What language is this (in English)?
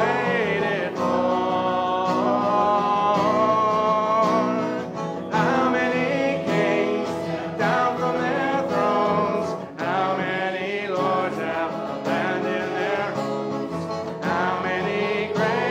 English